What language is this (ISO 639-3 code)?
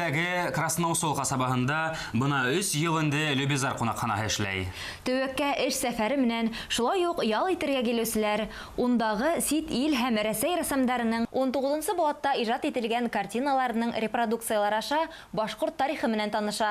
bak